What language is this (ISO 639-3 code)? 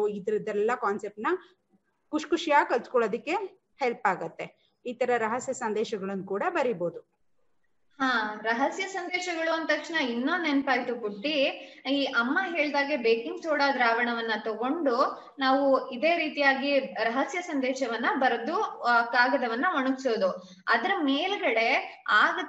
kan